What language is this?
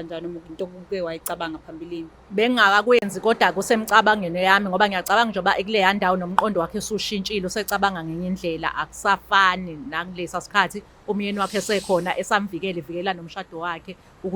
Zulu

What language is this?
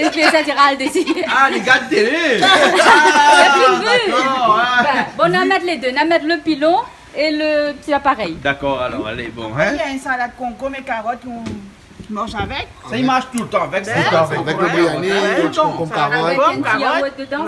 Réunion Creole French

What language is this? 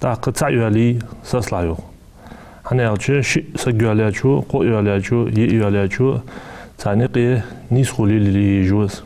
Ingush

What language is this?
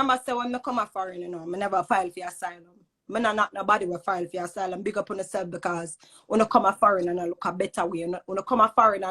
Jamaican Creole English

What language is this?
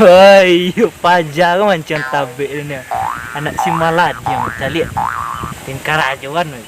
Minangkabau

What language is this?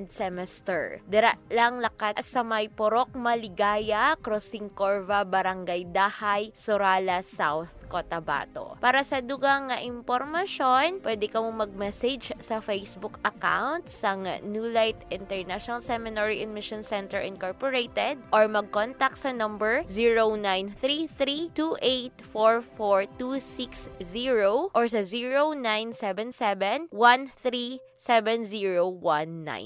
Hiligaynon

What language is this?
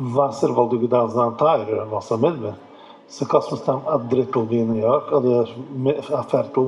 Yiddish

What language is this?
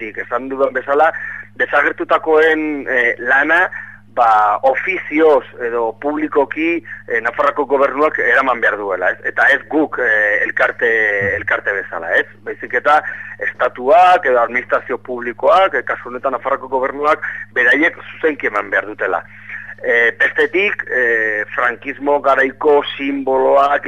Basque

